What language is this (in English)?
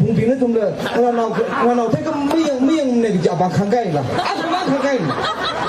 Tangkhul Naga (India)